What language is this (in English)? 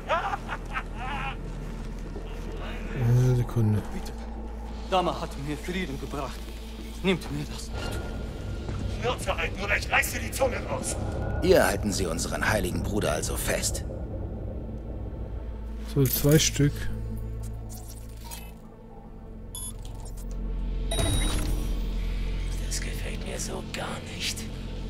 German